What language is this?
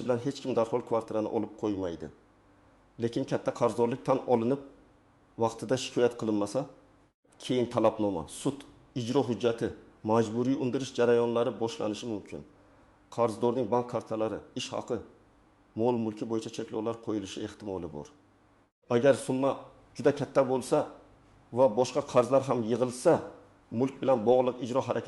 Uzbek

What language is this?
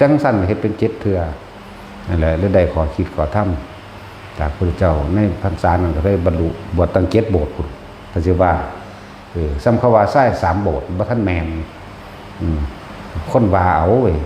Northeastern Thai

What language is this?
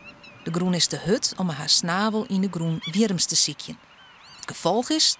Western Frisian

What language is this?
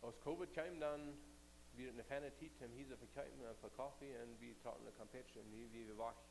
Plautdietsch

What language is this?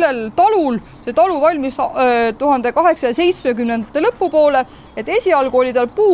Estonian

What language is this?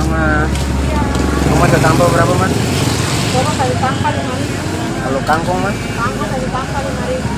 Ambonese Malay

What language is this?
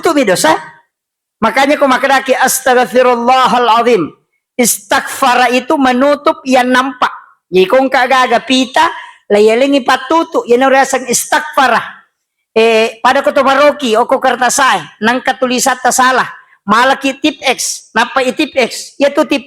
Buginese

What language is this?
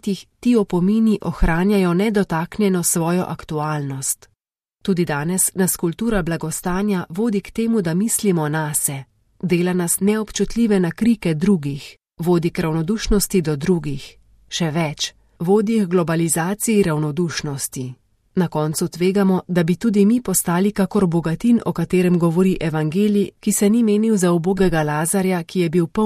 Slovenian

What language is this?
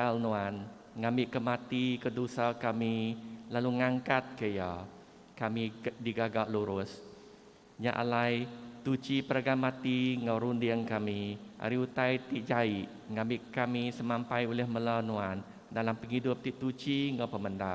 Iban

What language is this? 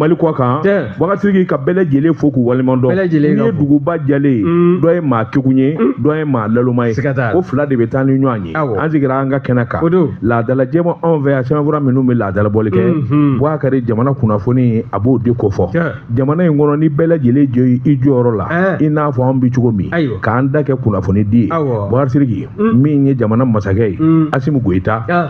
Bambara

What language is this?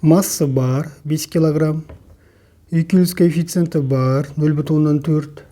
Kazakh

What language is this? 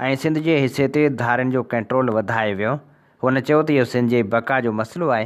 Sindhi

